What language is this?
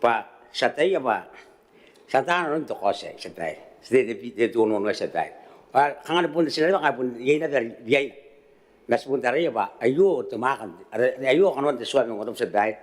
Gilbertese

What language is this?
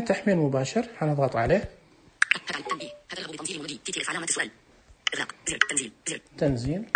Najdi Arabic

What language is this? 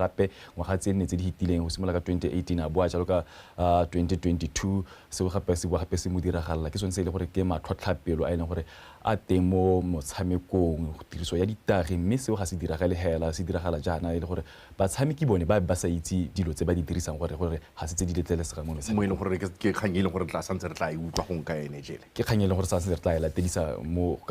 Tswana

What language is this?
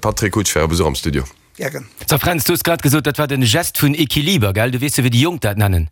Luxembourgish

